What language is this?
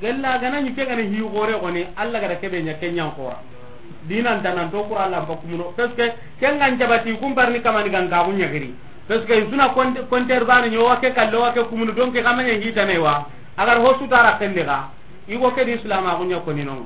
Soninke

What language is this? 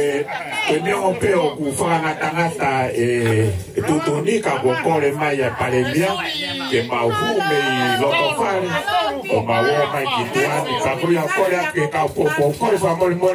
Tongan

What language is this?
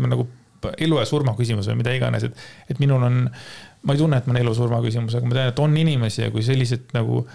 Estonian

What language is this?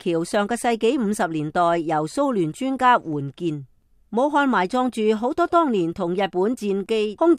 Cantonese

